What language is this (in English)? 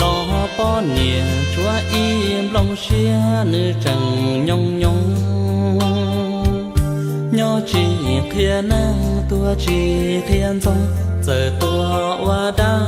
Hmong